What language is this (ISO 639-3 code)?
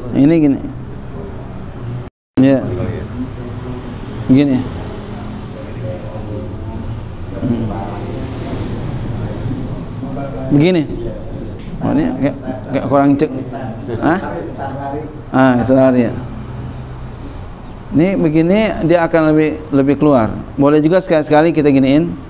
ind